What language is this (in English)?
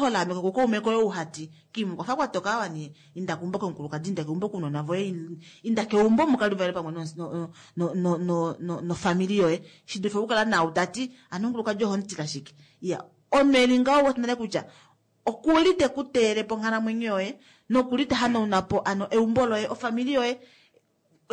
Kuanyama